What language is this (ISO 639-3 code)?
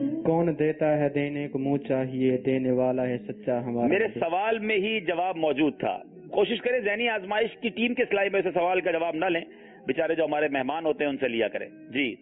urd